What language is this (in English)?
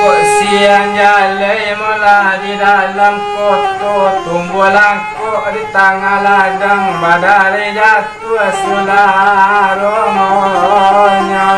Minangkabau